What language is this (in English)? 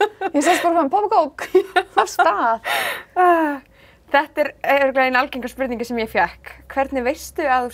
Icelandic